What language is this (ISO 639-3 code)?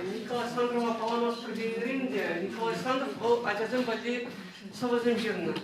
chv